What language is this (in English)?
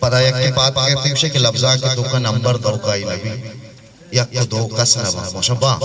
Eastern Balochi